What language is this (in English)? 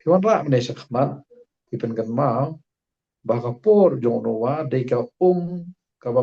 Khasi